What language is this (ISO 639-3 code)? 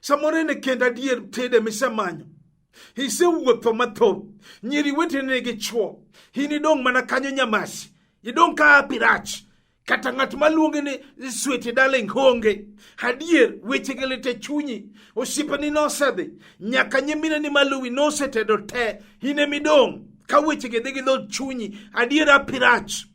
luo